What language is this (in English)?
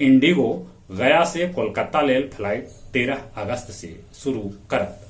Magahi